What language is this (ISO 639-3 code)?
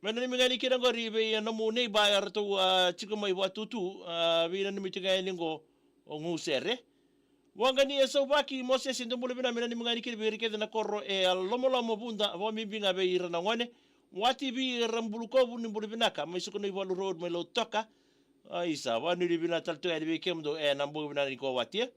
fij